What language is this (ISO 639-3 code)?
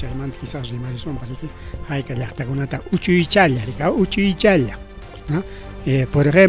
quy